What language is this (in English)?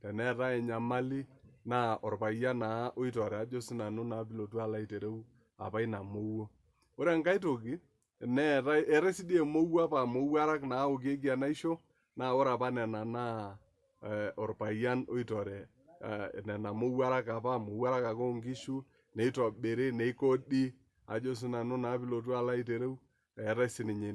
Masai